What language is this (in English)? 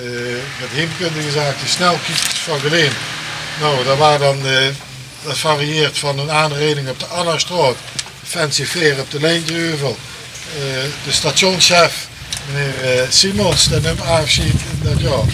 Limburgish